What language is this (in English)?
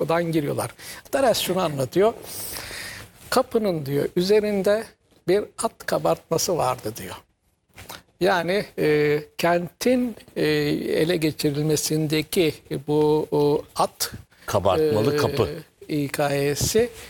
Turkish